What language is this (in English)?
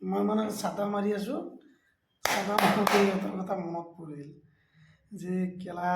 Assamese